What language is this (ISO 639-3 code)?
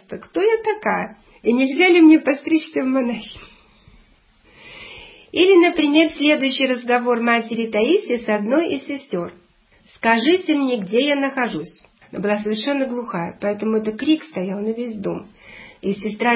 rus